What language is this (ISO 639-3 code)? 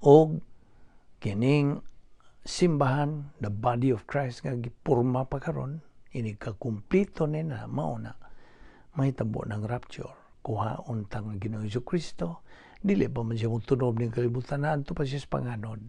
ceb